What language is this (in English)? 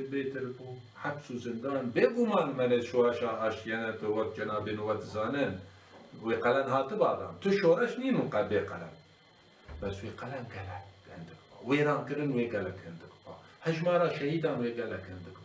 Kurdish